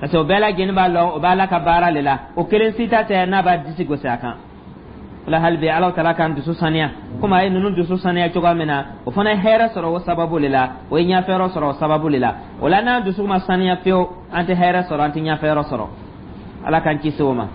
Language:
Dyula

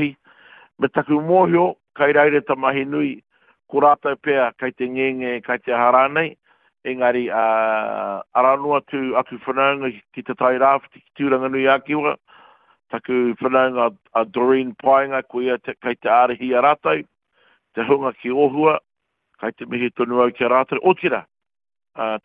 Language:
Māori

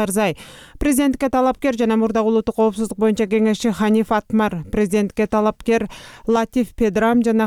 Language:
Kyrgyz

